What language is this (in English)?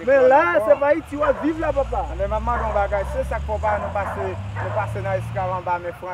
Haitian Creole